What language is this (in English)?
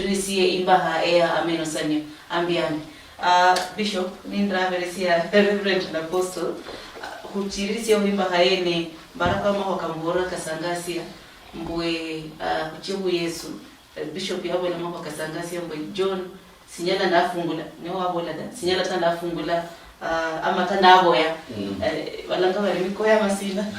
Luyia